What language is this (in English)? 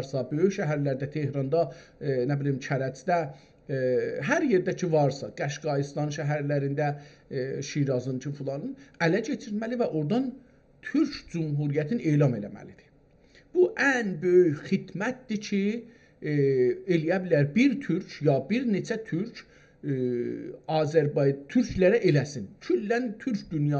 South Azerbaijani